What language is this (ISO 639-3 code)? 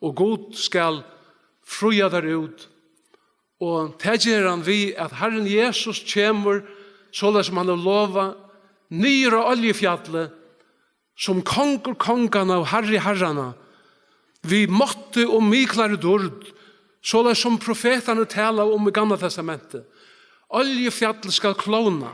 fao